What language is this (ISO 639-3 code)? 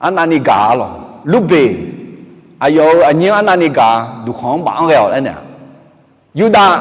ahk